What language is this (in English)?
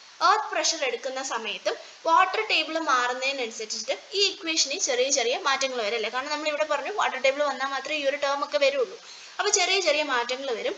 Malayalam